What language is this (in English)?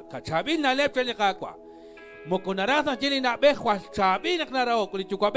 Kekchí